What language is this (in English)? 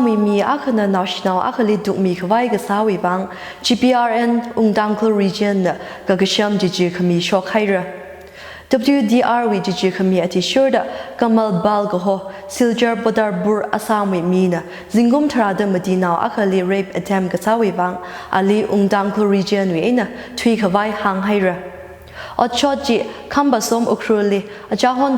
Tangkhul Naga (India)